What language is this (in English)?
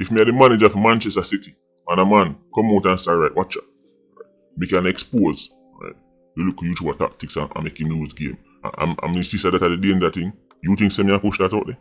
Jamaican Creole English